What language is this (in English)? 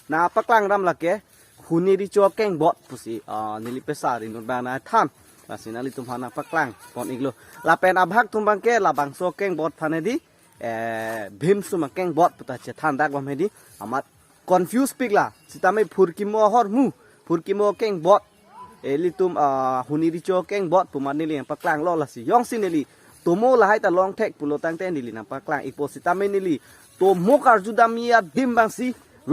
Karbi